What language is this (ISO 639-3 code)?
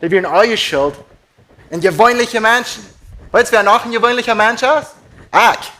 pdt